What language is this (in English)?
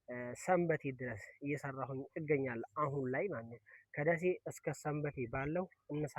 Amharic